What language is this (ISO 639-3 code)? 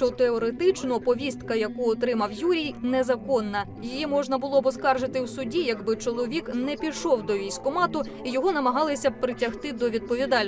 ukr